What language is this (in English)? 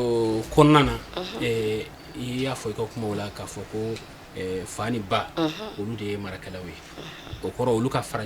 Bambara